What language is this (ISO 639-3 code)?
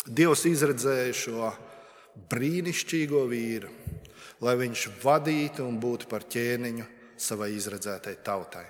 lav